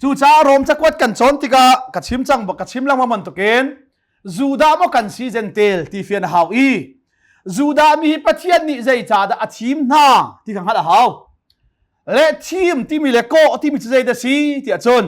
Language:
Hakha Chin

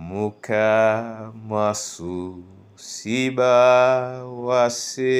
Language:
Duala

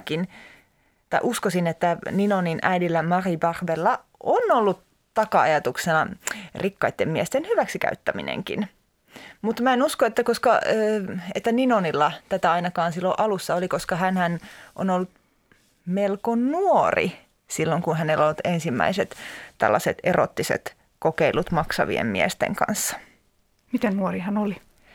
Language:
Finnish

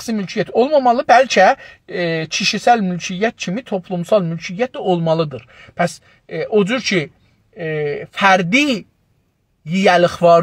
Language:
South Azerbaijani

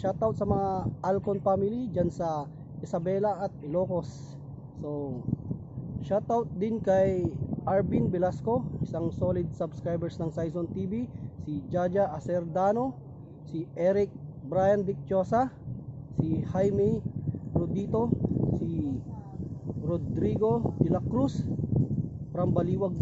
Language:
Filipino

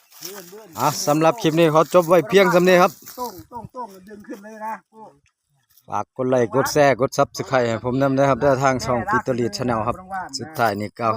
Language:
Lao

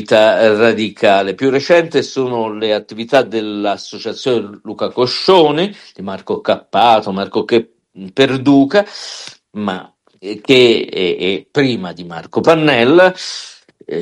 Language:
Italian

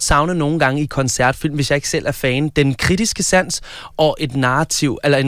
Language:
Danish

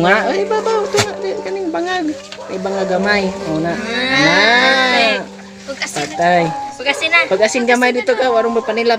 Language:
Cebuano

